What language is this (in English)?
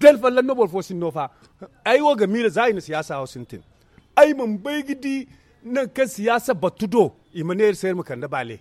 Zarma